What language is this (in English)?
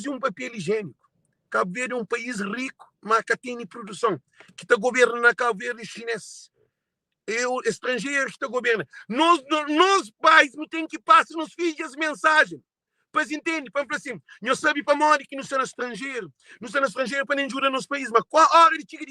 Kabuverdianu